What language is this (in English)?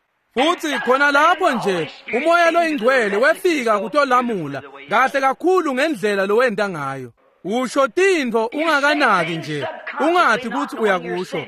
Swati